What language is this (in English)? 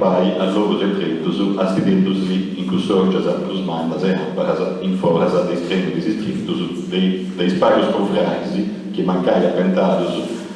Sardinian